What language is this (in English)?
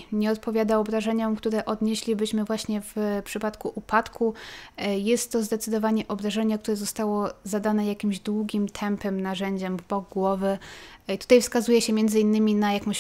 Polish